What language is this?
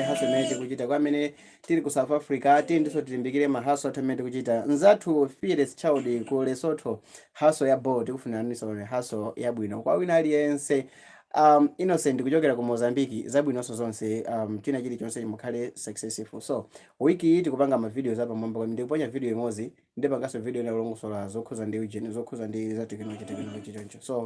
Nyanja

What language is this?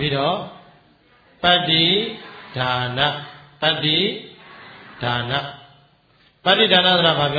Burmese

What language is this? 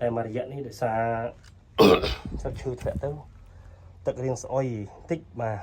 Khmer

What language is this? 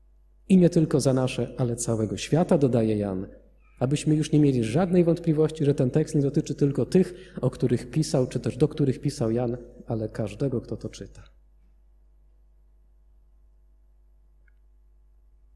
Polish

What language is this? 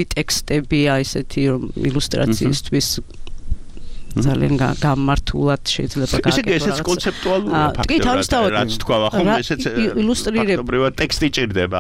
Georgian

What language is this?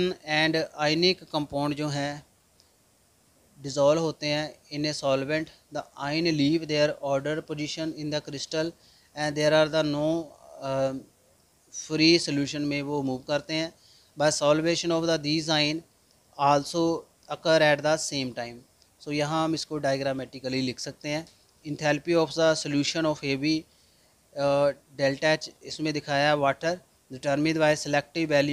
Hindi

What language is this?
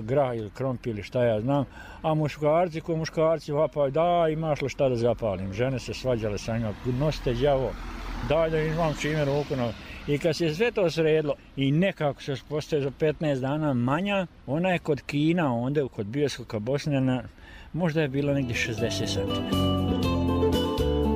Bosnian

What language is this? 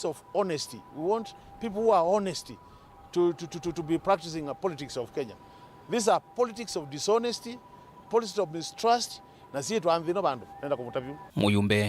Kamba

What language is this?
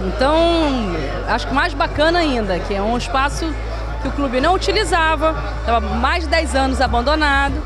Portuguese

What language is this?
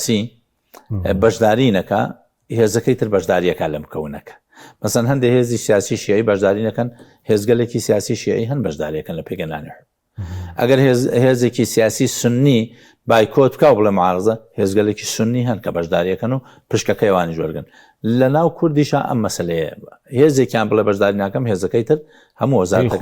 Central Kurdish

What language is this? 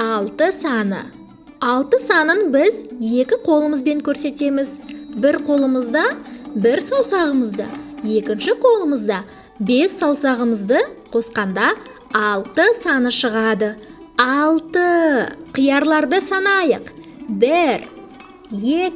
Kazakh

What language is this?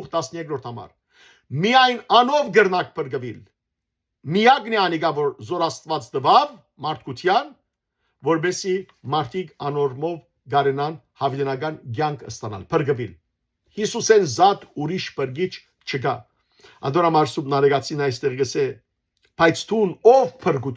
Western Armenian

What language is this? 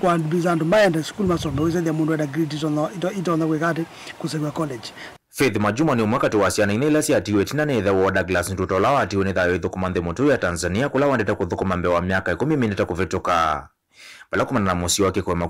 Kamba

